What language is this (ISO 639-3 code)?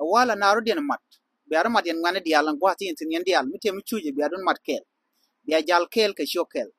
nus